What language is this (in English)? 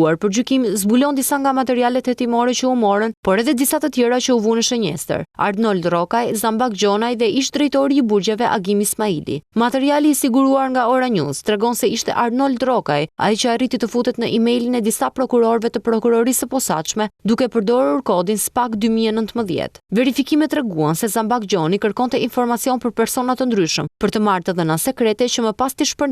Albanian